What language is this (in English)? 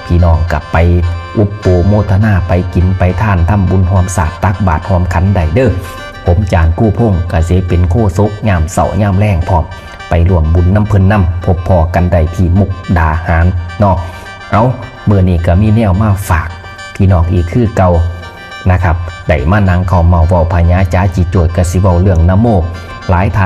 Northeastern Thai